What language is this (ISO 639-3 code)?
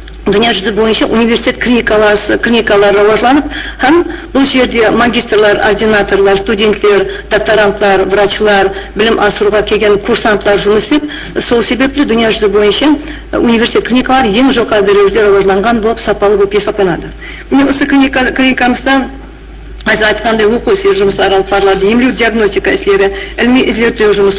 kaa